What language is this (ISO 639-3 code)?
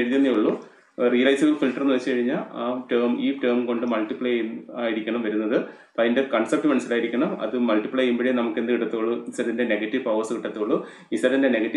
mal